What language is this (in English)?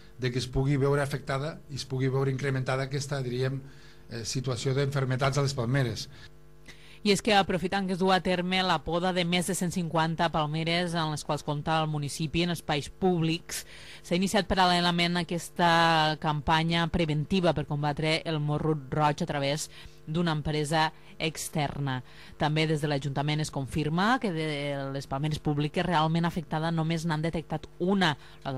Catalan